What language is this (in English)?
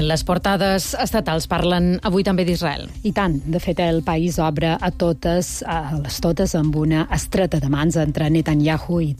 Catalan